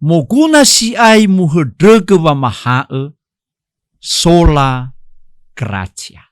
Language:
Nias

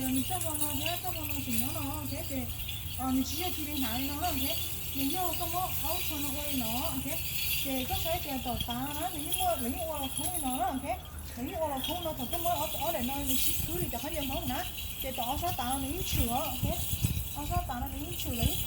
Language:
Hmong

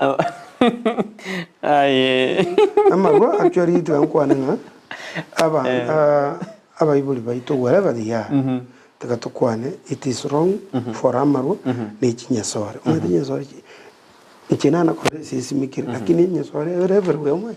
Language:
Gusii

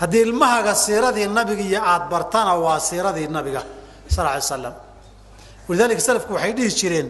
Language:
Somali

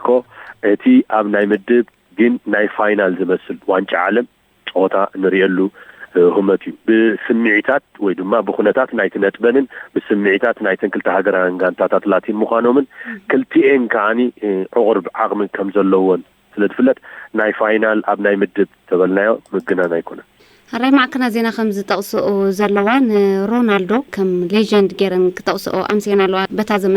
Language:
Tigrinya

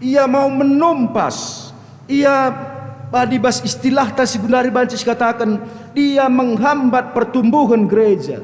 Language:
Batak Karo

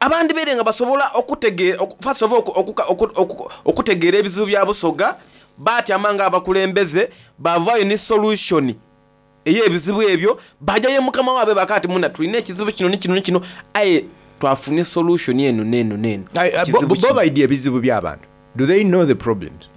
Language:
Soga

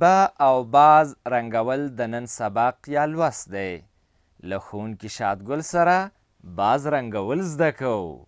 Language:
Pashto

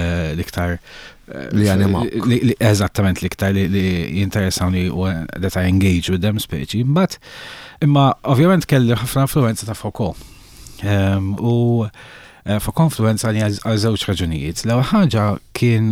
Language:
Maltese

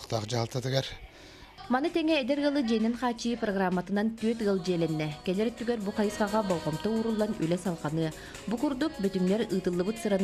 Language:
Yakut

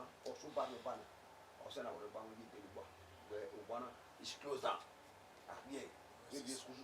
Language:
Bini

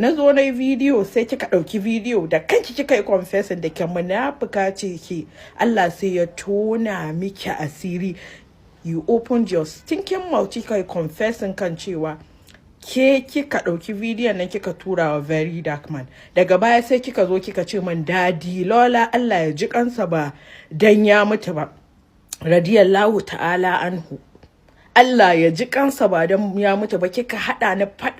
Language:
Hausa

